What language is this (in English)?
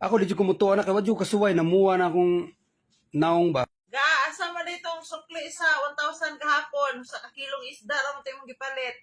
Cebuano